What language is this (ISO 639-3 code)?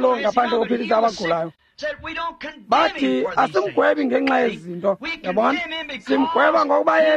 xho